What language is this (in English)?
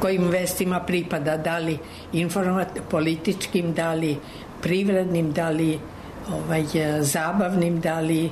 Serbian